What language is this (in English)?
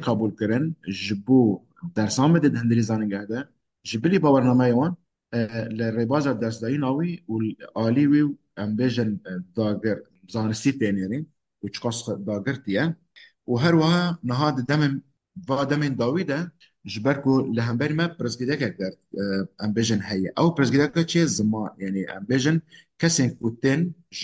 Kurdish